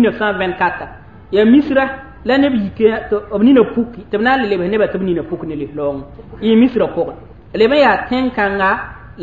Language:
Mossi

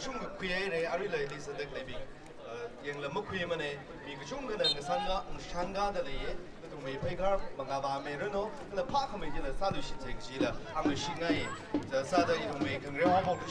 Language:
Tangkhul Naga (India)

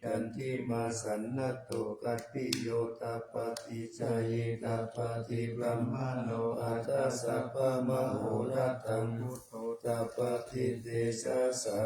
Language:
Pali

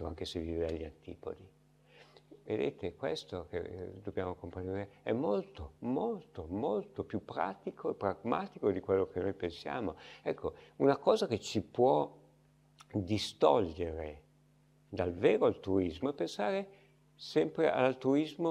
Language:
Italian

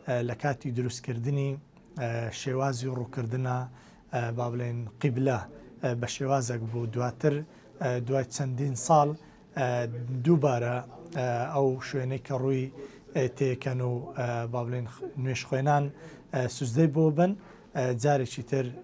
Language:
Central Kurdish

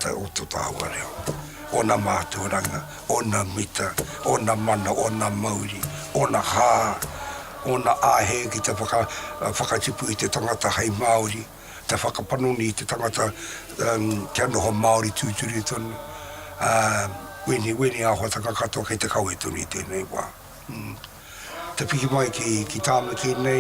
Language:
Māori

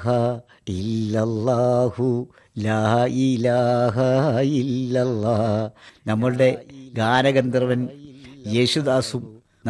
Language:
Malayalam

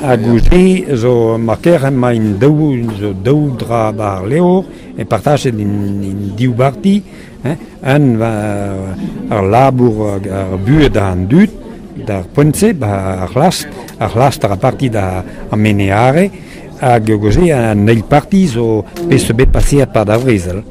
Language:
Breton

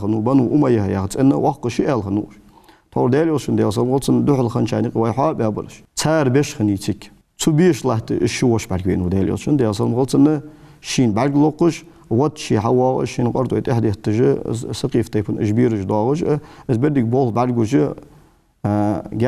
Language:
Ingush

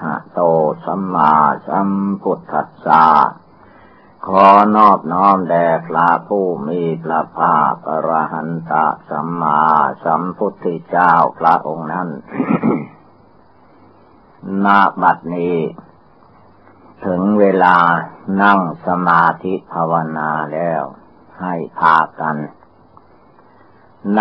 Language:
Thai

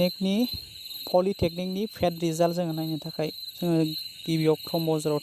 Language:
Bodo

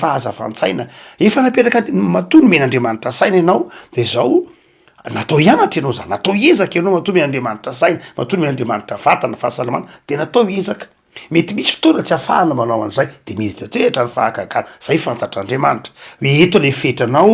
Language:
Malagasy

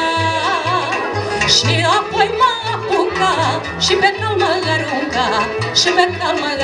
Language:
Romanian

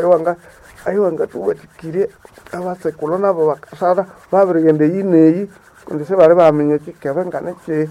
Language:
Nande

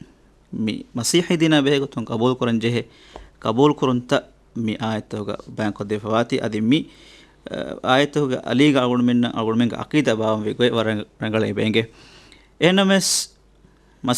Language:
Divehi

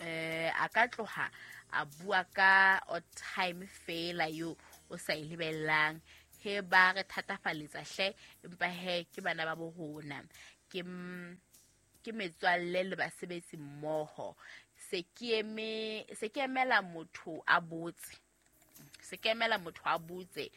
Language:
Southern Sotho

